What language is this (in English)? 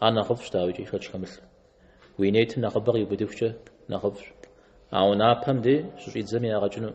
Kabardian